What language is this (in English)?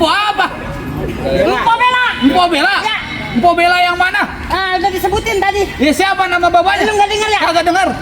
Betawi